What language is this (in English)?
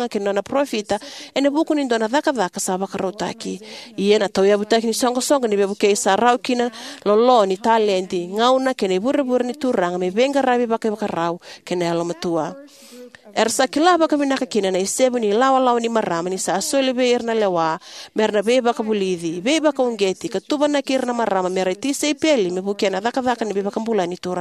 Fijian